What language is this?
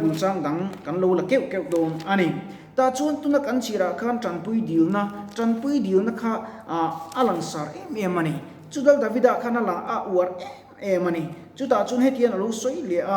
Mizo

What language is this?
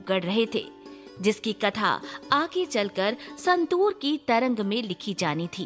Hindi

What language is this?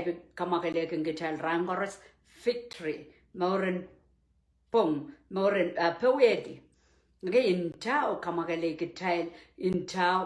Pohnpeian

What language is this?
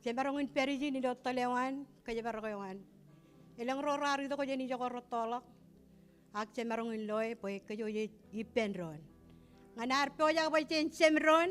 Marshallese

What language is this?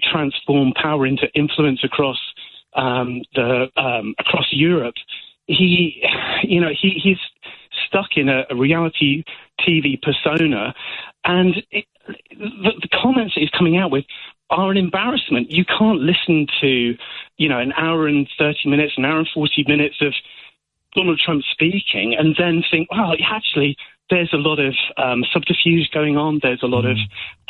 English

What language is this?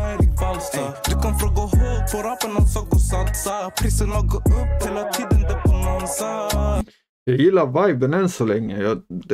Swedish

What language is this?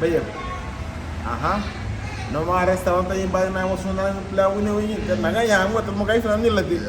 Garifuna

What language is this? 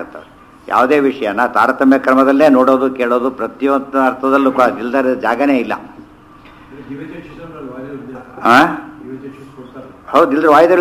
Kannada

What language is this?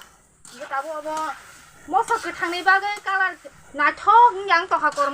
Kok Borok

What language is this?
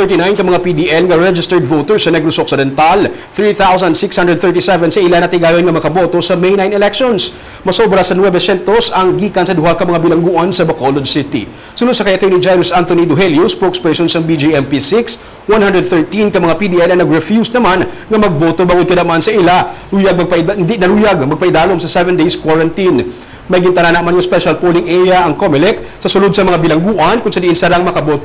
Hiligaynon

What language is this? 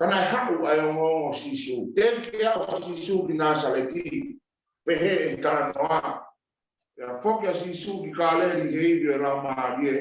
Tongan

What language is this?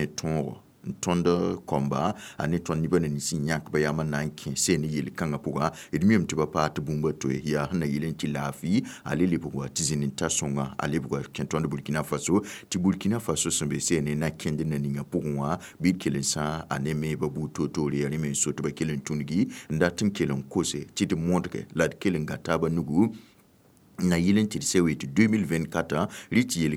Mossi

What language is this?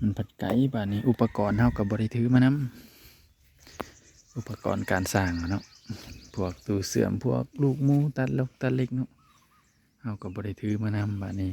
Northeastern Thai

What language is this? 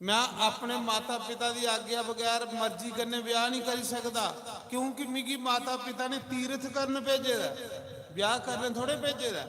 Dogri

